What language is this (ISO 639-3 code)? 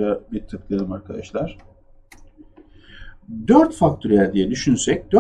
tur